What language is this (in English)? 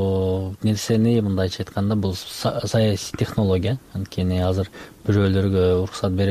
Kyrgyz